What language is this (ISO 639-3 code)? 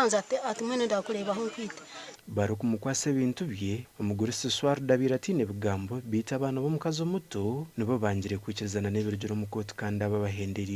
nyn